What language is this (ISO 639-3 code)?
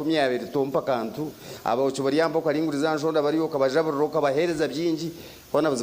nyn